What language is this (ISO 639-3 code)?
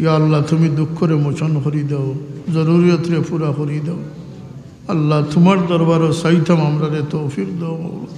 syl